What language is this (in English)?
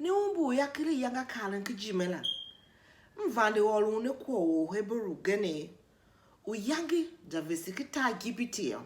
Tiv